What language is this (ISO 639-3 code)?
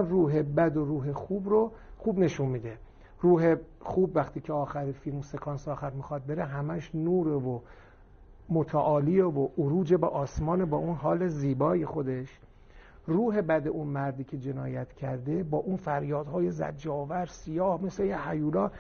fas